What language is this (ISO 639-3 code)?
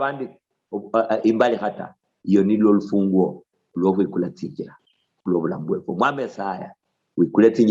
luy